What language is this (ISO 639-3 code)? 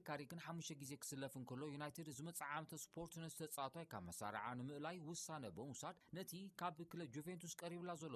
tir